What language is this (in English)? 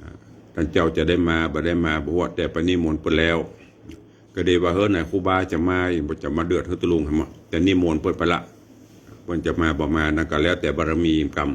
Northern Thai